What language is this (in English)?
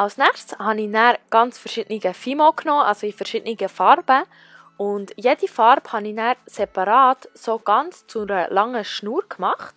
Swiss German